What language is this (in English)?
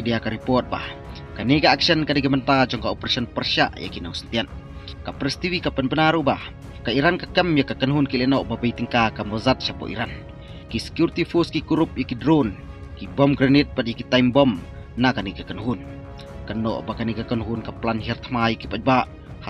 Khasi